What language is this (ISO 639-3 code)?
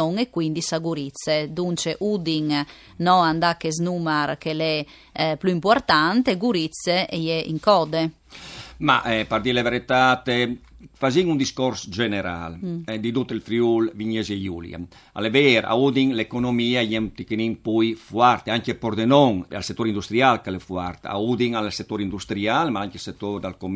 fur